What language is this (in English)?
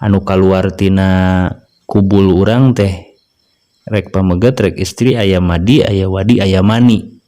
Sundanese